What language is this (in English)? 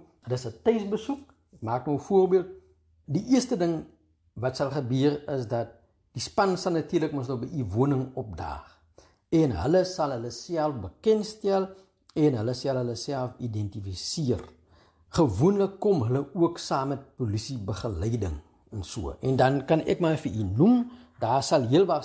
Afrikaans